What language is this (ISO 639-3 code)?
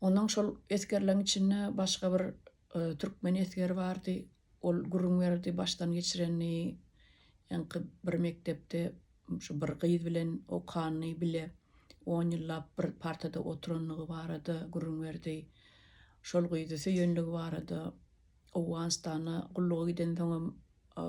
tuk